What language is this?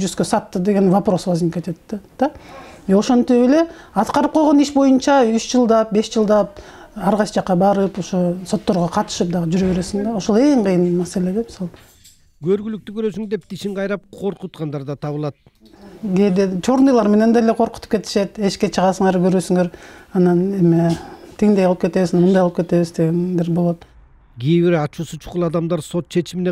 Kyrgyz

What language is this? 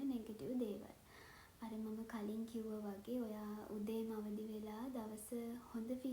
Sinhala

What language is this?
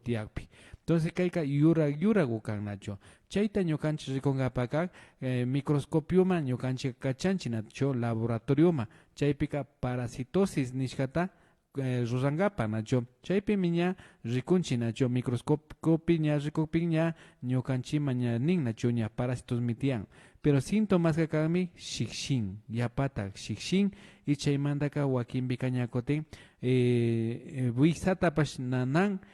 Imbabura Highland Quichua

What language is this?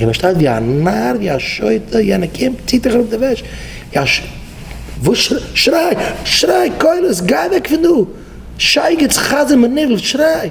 Yiddish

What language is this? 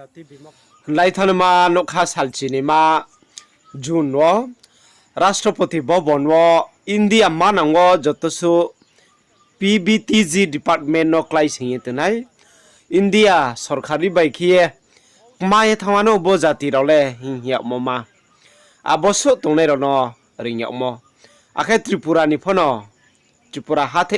Riang (India)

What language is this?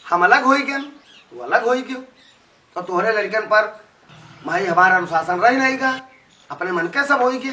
Awadhi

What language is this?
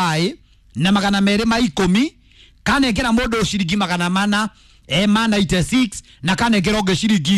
Kikuyu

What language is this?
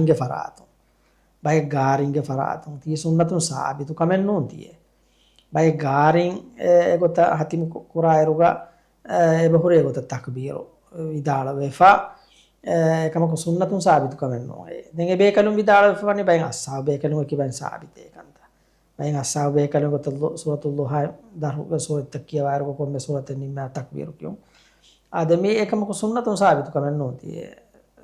Divehi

